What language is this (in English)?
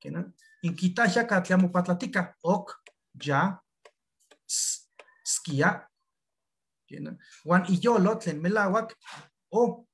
Eastern Huasteca Nahuatl